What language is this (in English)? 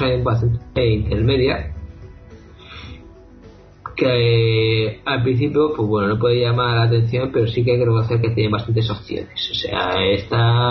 Spanish